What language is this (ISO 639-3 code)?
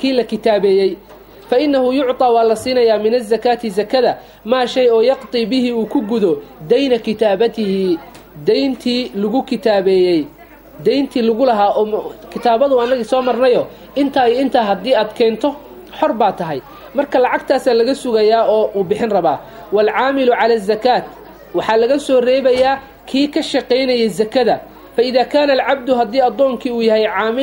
som